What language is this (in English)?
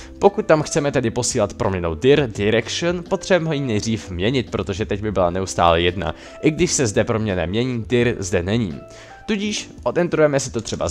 Czech